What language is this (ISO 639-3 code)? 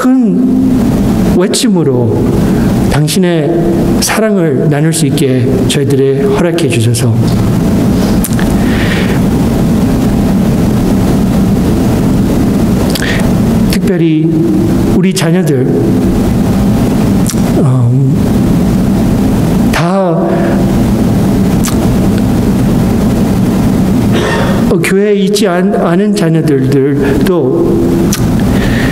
kor